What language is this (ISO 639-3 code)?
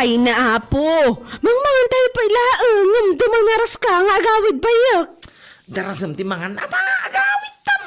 ilo